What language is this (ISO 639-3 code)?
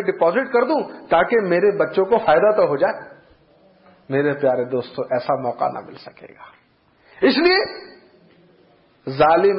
urd